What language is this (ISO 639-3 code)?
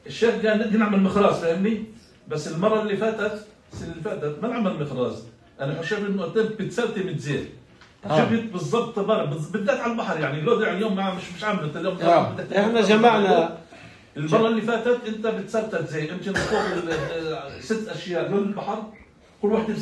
apc